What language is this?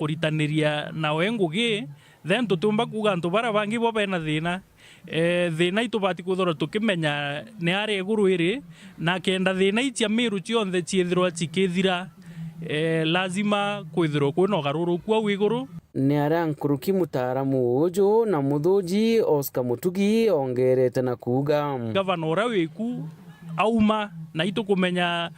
Meru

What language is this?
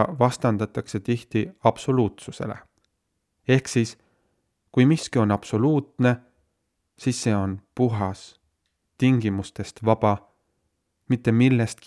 Estonian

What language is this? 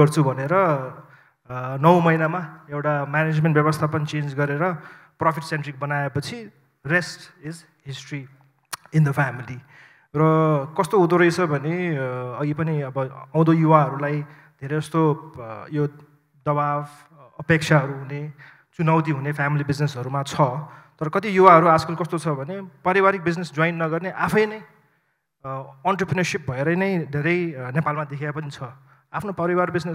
Nepali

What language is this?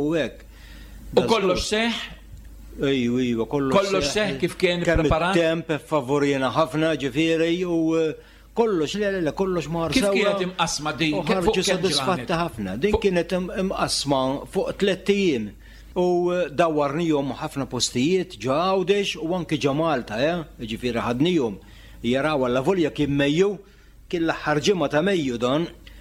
Maltese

